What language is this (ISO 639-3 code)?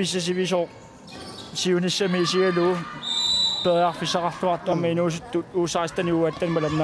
kal